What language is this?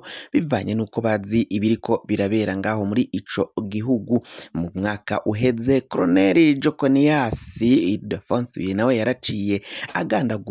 Rundi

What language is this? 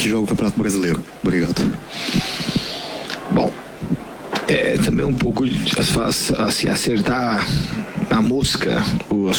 Portuguese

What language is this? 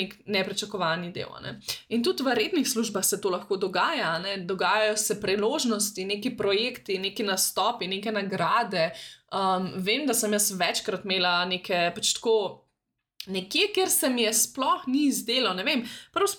Slovenian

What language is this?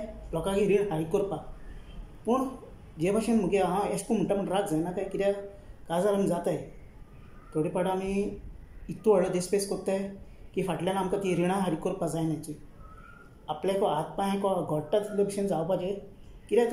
Konkani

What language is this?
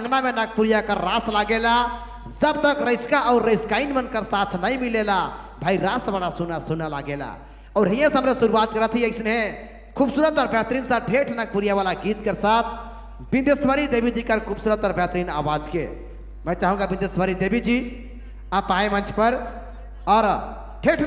Sadri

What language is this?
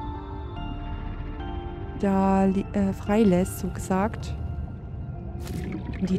German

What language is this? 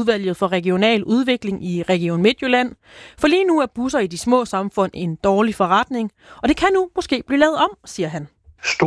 Danish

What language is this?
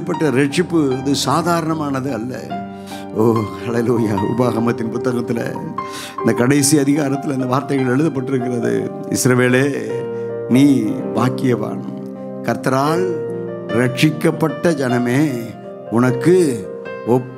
Tamil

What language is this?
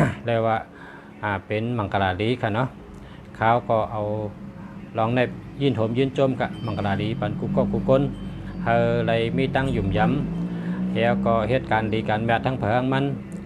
Shan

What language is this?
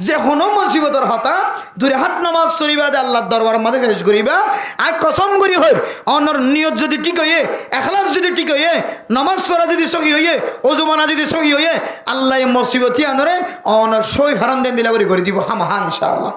Rohingya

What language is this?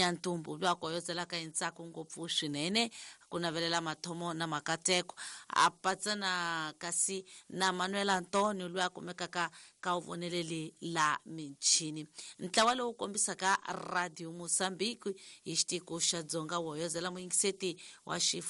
Tsonga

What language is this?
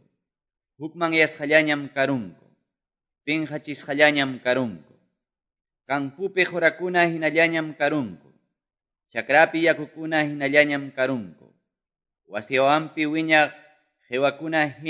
Quechua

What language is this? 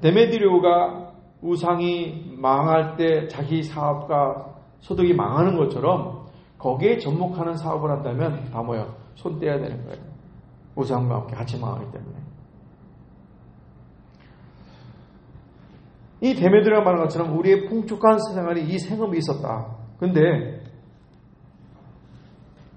Korean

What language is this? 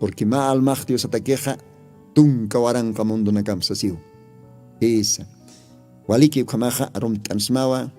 Aymara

